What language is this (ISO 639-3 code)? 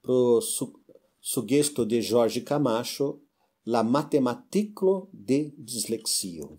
epo